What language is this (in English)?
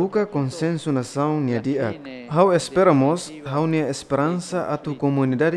Tetum